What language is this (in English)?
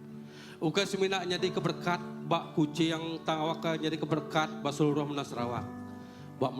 Iban